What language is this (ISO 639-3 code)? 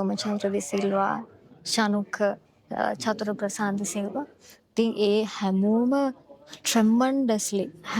sin